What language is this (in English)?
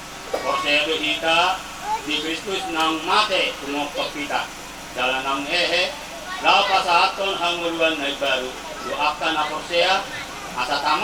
Batak Toba